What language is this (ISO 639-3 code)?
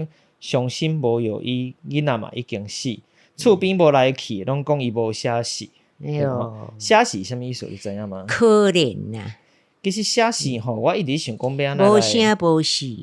nan